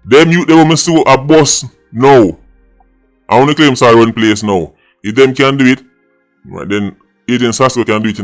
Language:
Jamaican Creole English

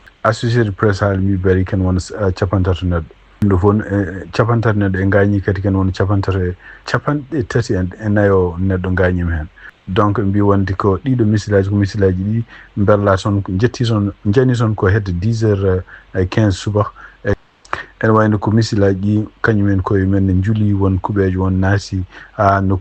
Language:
Fula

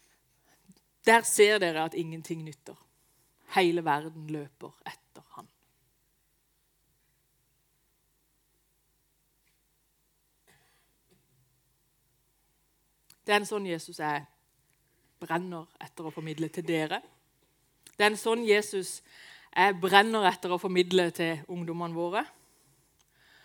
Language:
Norwegian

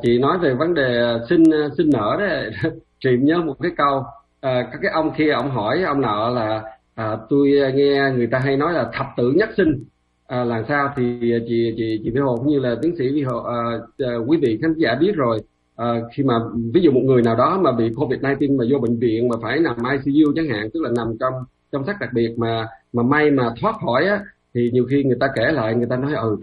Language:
Vietnamese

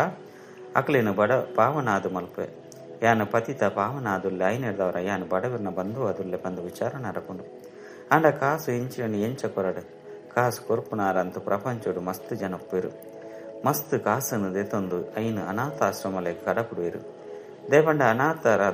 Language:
Tulu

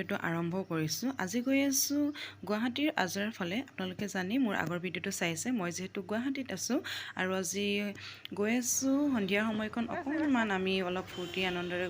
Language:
Assamese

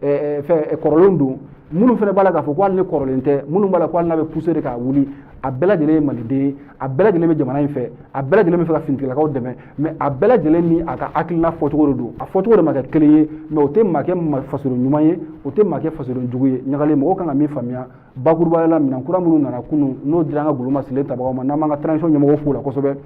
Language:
Bambara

